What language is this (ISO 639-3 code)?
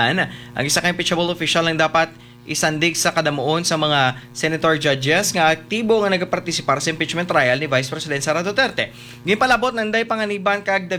hil